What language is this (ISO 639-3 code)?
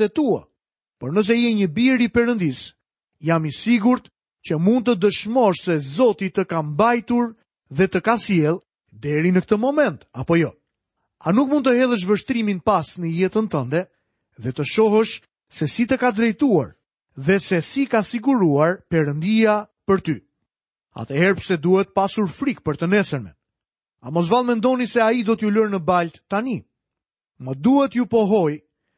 sqi